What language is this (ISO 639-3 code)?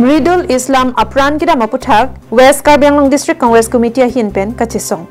mjw